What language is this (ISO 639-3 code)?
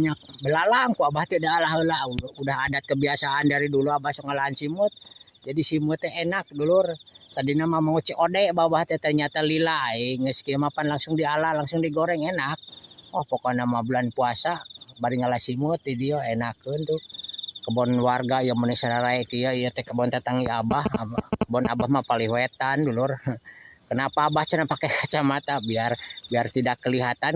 sun